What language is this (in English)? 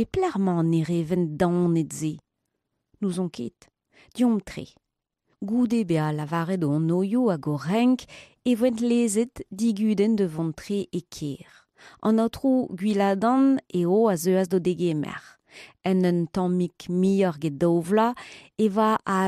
Breton